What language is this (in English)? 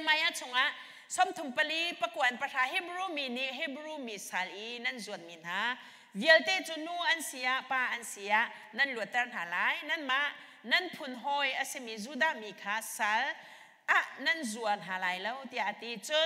Hakha Chin